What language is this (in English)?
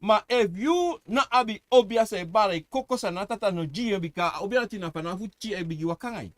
Sranan Tongo